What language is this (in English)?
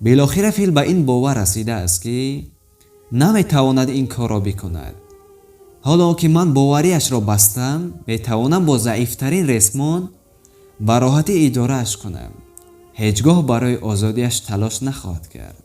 Tajik